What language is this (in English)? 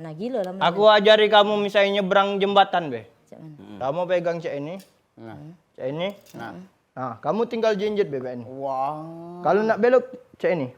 Musi